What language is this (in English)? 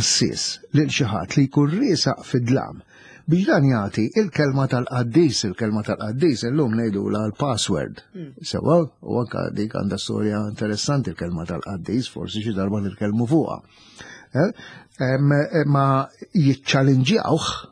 Maltese